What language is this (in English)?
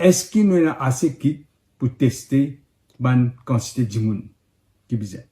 Morisyen